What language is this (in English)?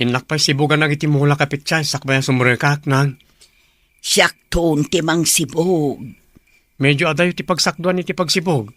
Iloko